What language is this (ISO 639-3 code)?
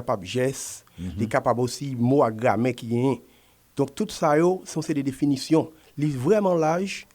hat